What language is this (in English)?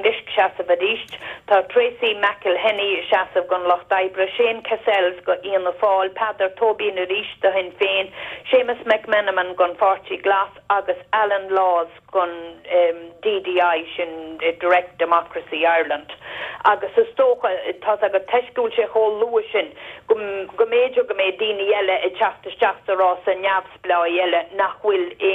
Irish